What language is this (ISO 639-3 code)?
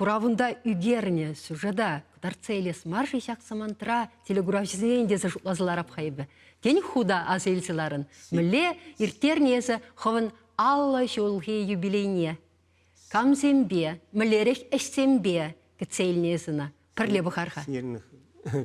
chv